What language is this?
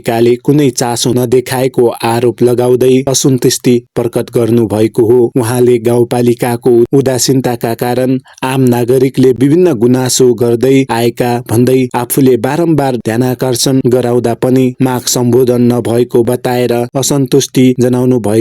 Nepali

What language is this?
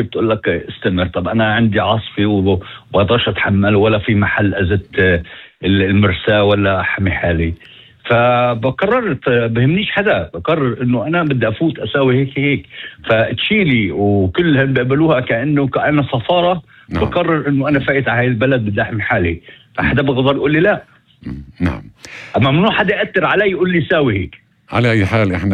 North Levantine Arabic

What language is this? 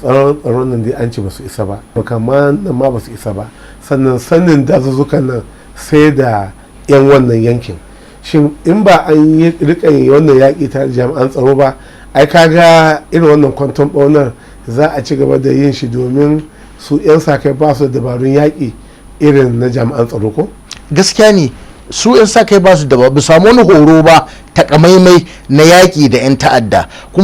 Hausa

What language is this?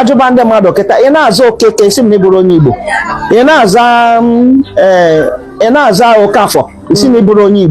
Igbo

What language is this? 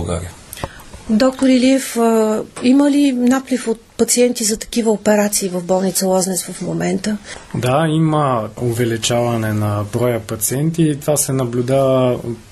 Bulgarian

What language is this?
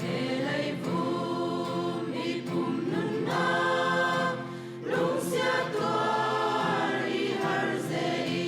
Falam Chin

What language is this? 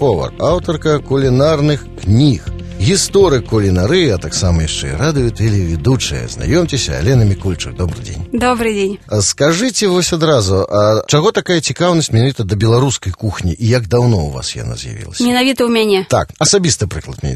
Belarusian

